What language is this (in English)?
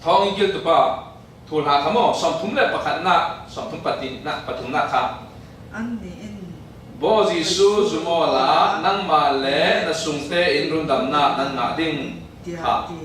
Falam Chin